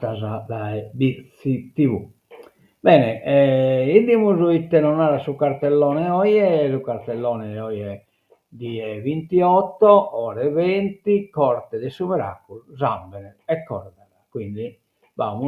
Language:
Sardinian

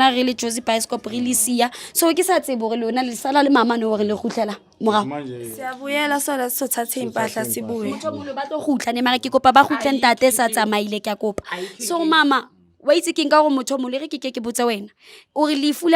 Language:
Zulu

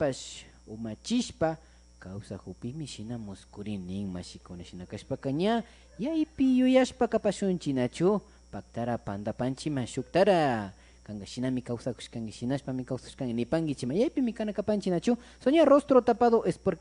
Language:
Imbabura Highland Quichua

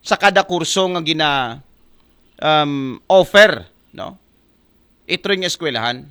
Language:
Aklanon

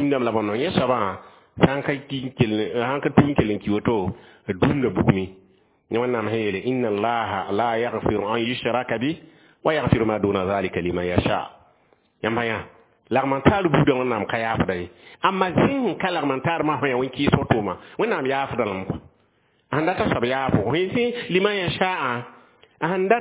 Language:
Mossi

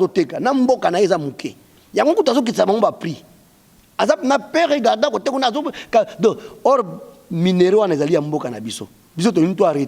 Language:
Lingala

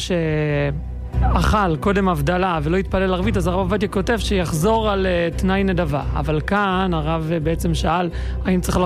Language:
Hebrew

